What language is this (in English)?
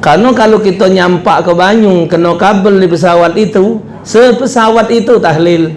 Musi